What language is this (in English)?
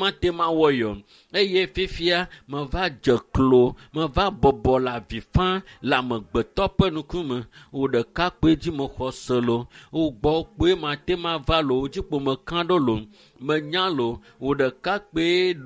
Ewe